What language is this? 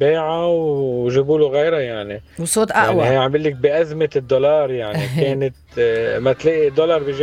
North Levantine Arabic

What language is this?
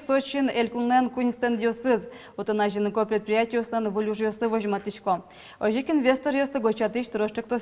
Udmurt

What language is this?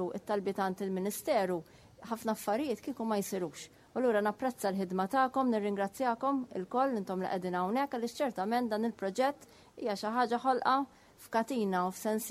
Maltese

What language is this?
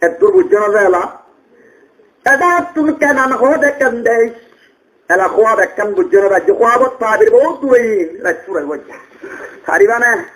Rohingya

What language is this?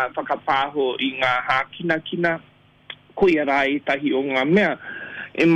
Māori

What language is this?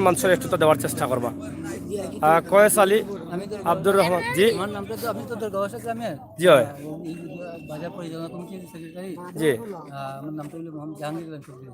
Sylheti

